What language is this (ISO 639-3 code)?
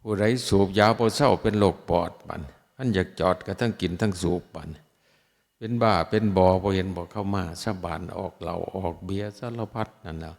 tts